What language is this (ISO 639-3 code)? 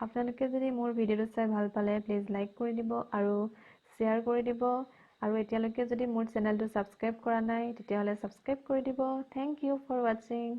asm